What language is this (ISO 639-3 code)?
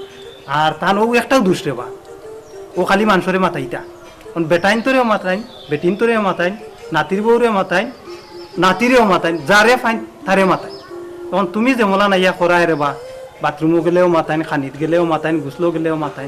syl